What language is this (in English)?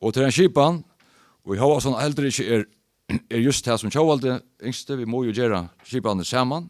Faroese